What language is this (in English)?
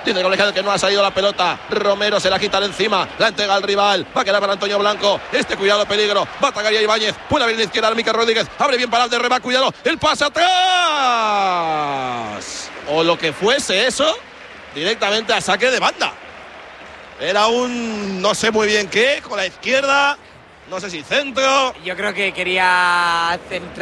Spanish